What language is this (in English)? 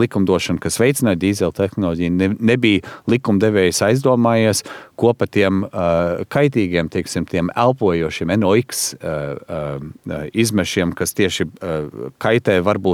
Latvian